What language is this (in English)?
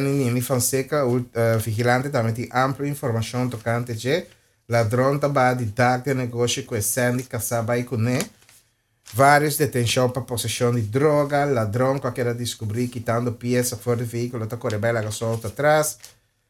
Papiamento